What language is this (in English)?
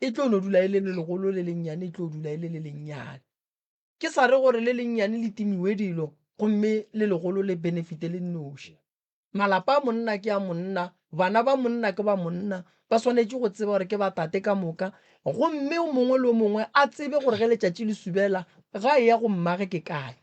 Northern Sotho